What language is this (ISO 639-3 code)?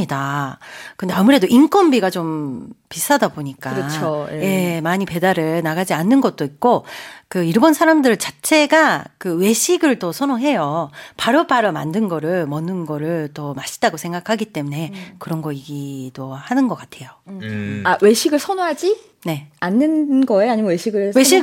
kor